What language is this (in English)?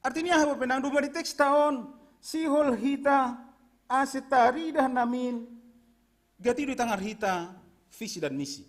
Batak Simalungun